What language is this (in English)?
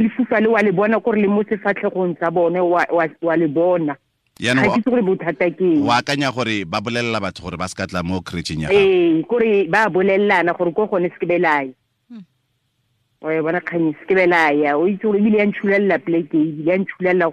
Tswana